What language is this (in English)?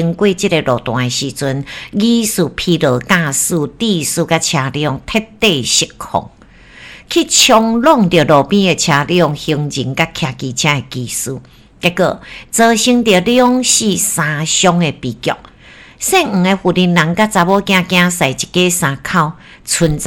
Min Nan Chinese